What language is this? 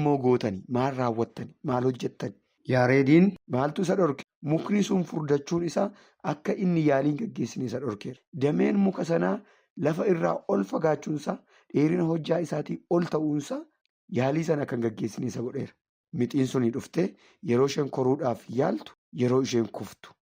Oromo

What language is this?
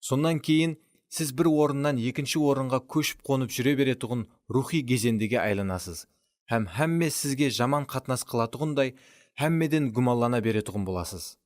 Kara-Kalpak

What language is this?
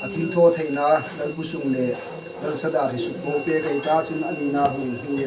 Hmar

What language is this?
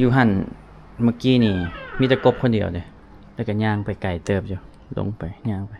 Lao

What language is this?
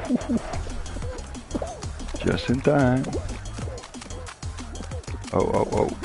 Dutch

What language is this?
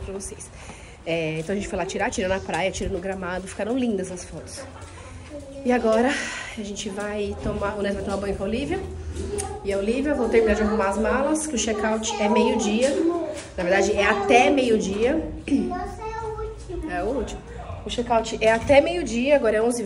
Portuguese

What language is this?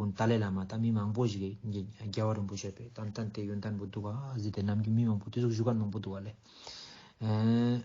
Ladakhi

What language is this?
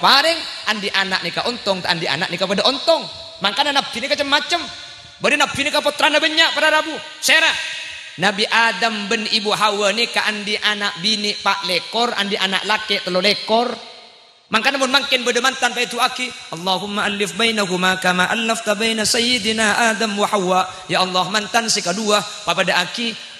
Madurese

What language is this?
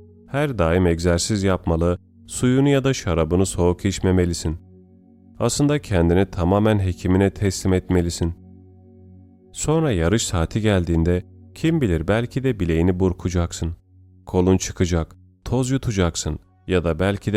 Turkish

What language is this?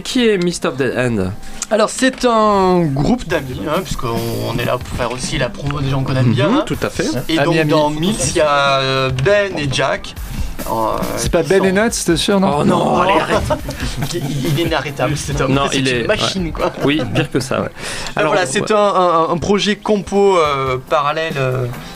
French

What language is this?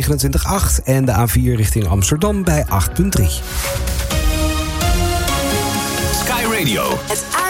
Dutch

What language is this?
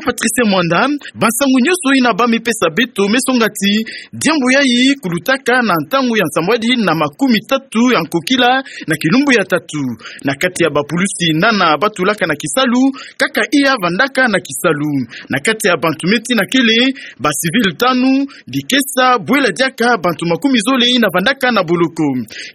Kituba (Democratic Republic of Congo)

